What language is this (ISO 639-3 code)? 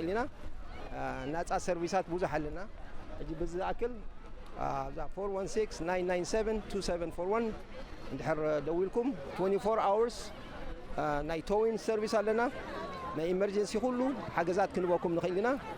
tir